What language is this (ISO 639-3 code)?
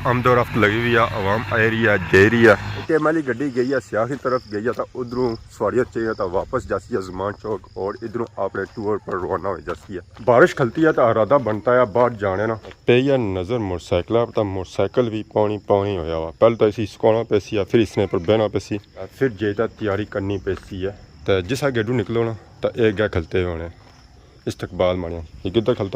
phr